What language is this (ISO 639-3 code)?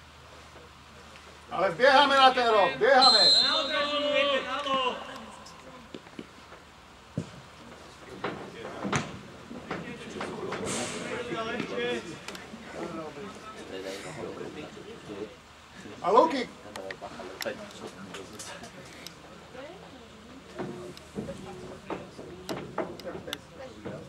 slk